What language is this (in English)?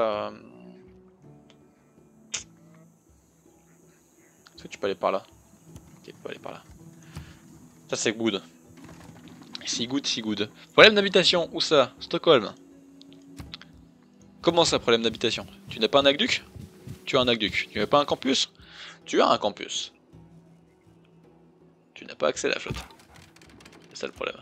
French